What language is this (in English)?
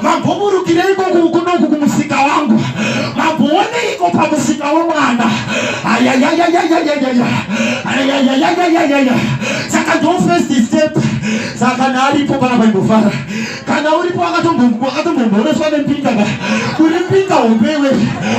Shona